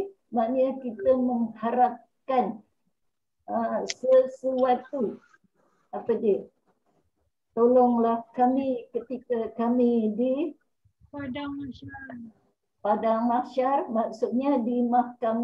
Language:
Malay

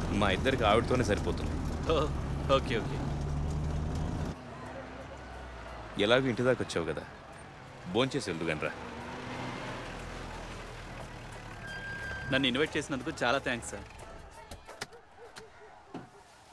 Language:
Telugu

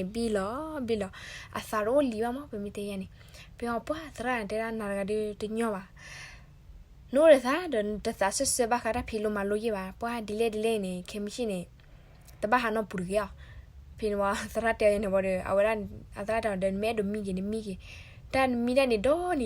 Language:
S'gaw Karen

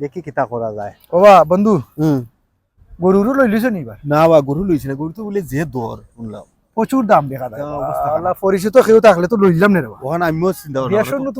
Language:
Sylheti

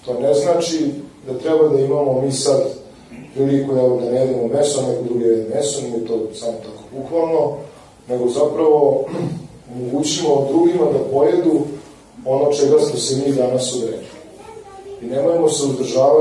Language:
Serbian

